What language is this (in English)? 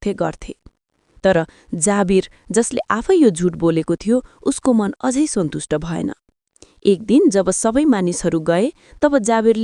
Nepali